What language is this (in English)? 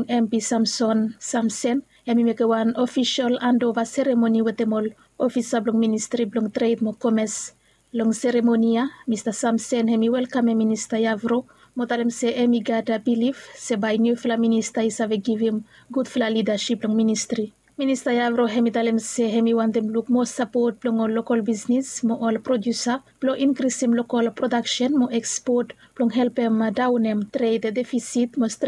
Bislama